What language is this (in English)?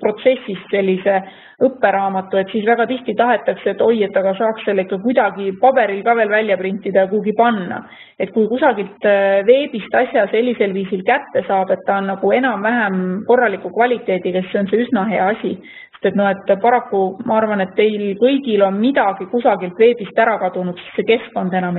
Estonian